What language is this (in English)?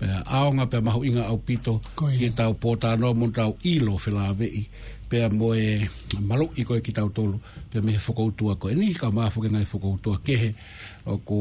Tongan